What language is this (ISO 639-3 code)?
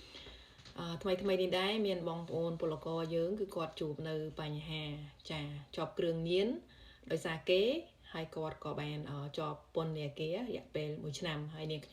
khm